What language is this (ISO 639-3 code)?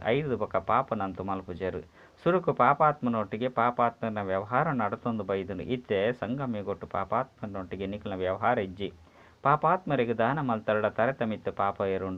tcy